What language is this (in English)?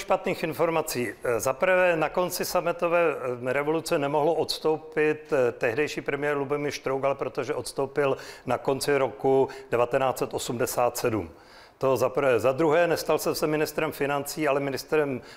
Czech